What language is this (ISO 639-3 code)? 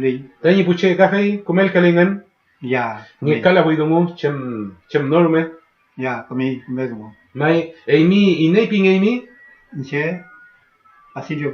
arn